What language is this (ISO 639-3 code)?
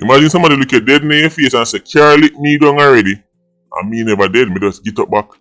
jam